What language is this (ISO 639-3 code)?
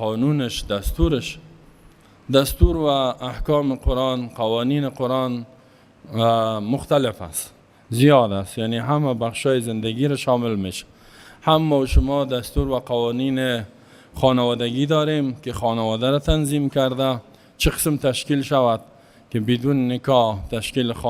fas